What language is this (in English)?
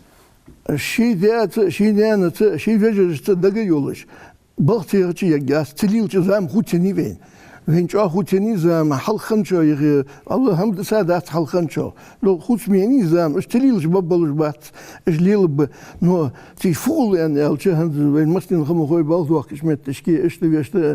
Ingush